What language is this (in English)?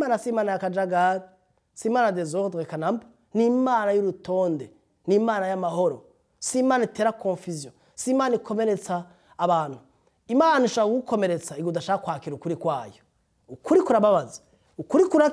Rundi